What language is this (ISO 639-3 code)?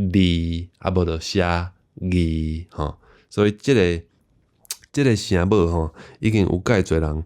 nan